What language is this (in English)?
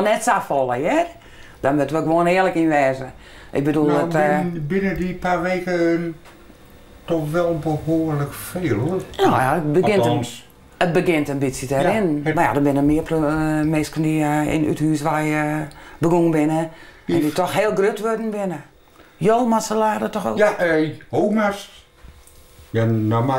Western Frisian